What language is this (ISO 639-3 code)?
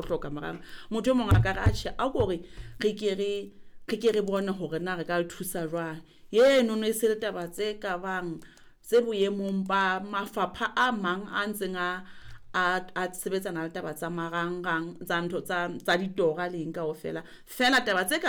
sot